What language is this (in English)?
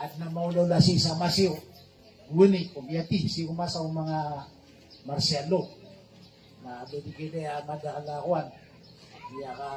Maranao